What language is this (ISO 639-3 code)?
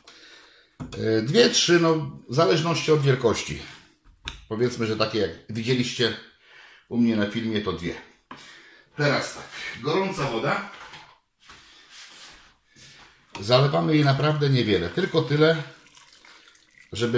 pol